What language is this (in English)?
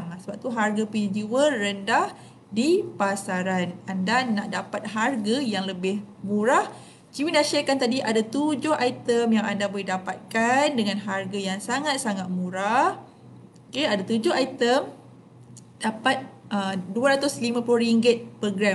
Malay